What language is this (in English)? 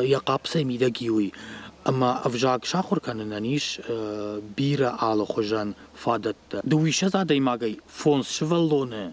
Ossetic